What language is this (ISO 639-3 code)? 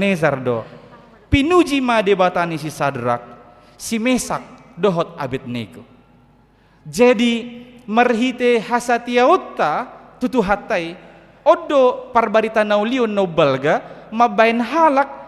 bbc